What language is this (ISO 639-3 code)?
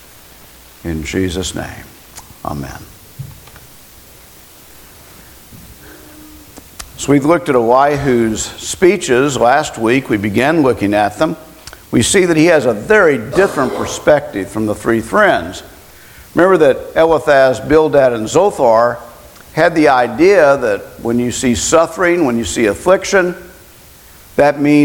eng